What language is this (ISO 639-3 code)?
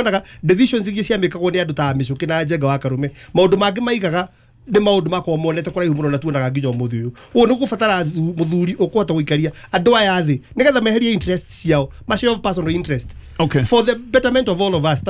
kik